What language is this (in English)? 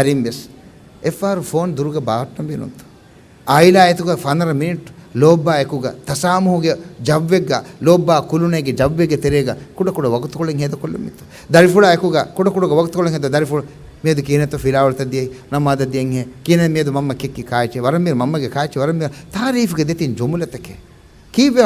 Divehi